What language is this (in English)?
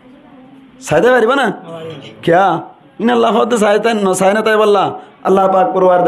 Rohingya